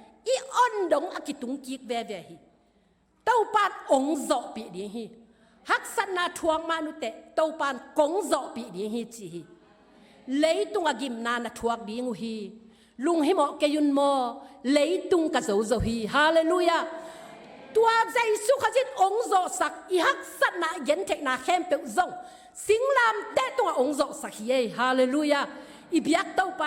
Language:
Tedim Chin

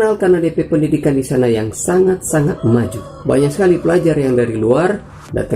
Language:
Manado Malay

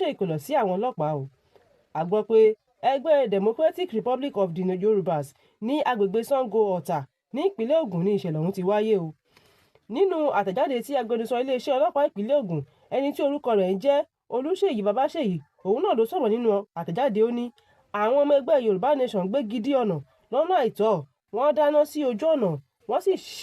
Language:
Yoruba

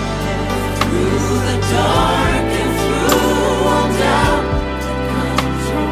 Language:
Swedish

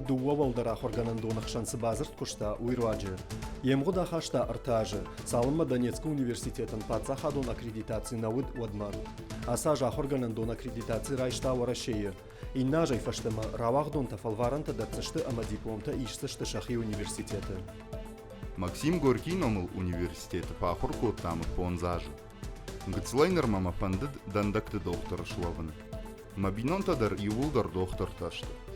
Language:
Ossetic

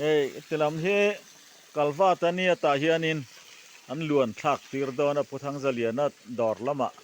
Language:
Mizo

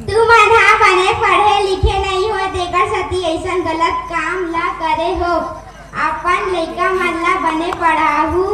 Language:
Chhattisgarhi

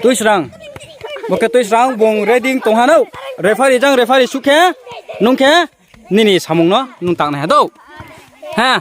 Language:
Riang (India)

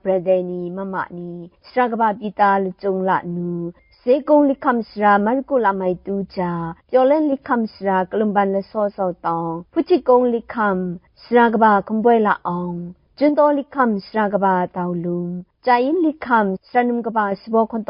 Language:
Kachin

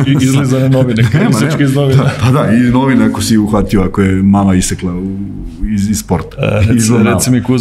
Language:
Serbian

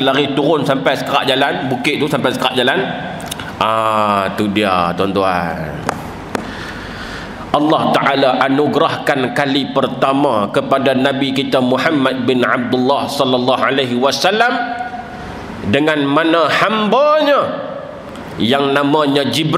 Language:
Malay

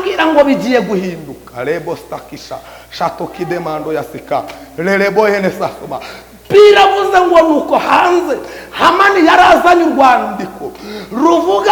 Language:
Kinyarwanda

